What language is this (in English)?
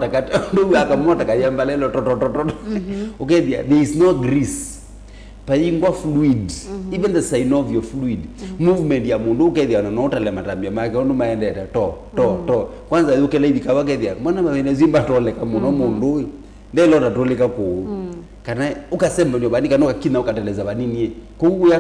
Kamba